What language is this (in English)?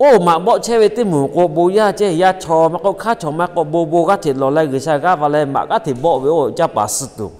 Lahu